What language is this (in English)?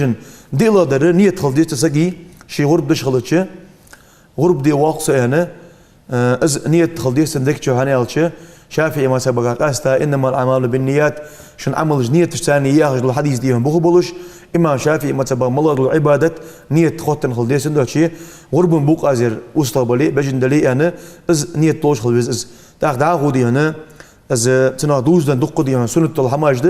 Ingush